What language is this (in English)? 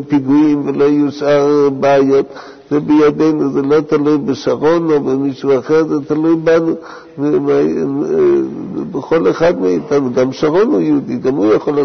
Hebrew